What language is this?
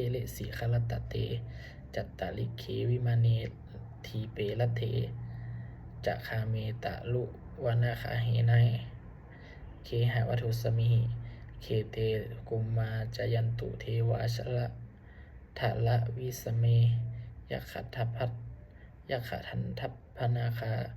Pali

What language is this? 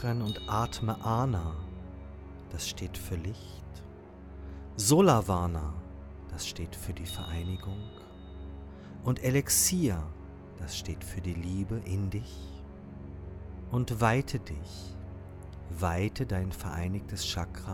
German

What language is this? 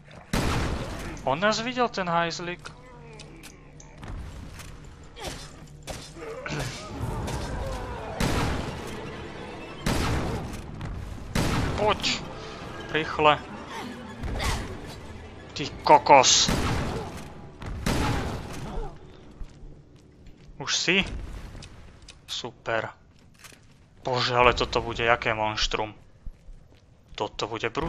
Slovak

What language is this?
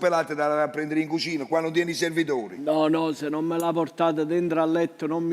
Neapolitan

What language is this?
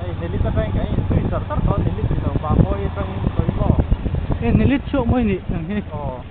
Mizo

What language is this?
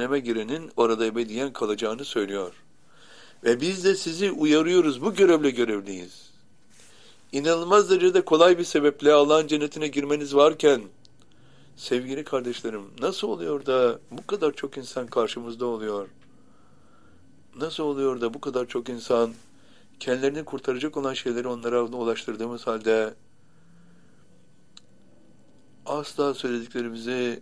Turkish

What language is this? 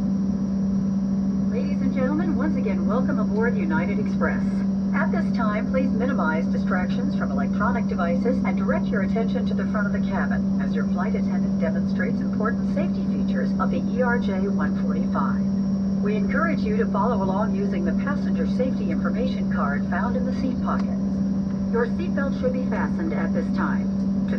English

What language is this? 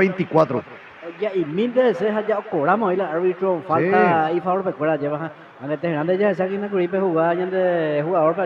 Guarani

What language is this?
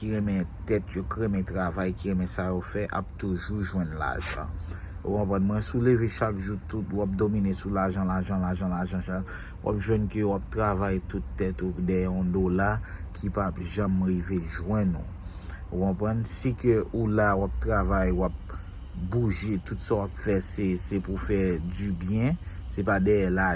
Haitian Creole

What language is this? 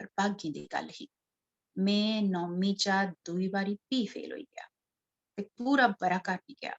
Dogri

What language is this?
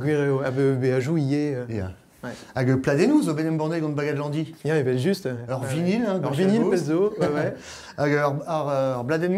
Breton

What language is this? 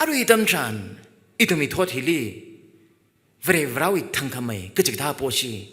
Tangkhul Naga (India)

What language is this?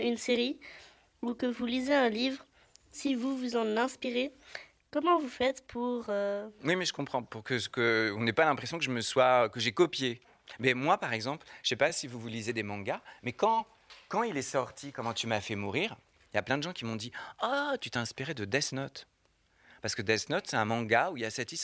French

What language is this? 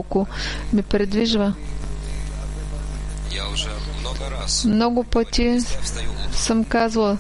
Bulgarian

